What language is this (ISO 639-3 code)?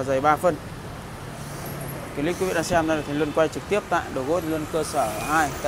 vie